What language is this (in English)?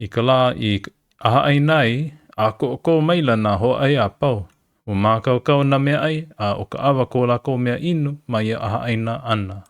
Hawaiian